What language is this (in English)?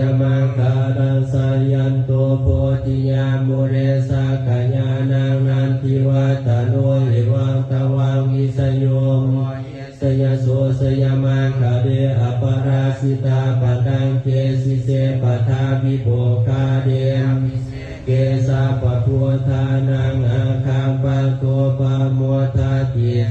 Pali